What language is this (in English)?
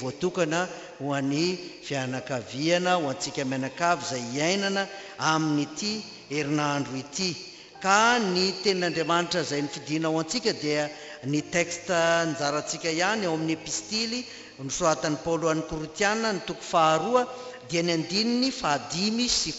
Malagasy